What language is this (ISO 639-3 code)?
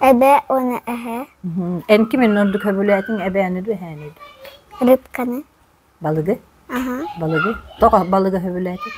sah